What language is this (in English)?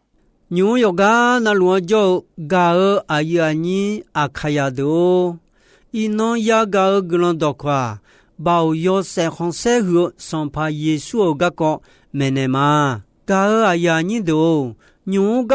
Akha